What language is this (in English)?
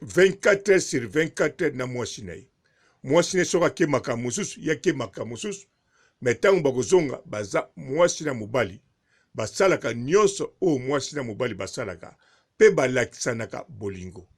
Lingala